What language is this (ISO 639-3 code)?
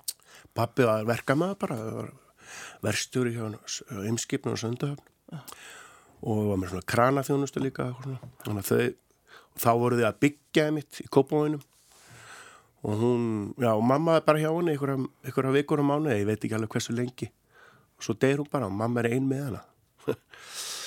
isl